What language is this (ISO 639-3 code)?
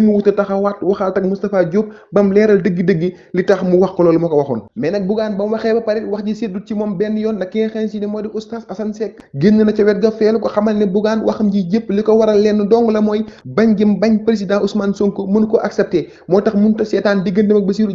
wol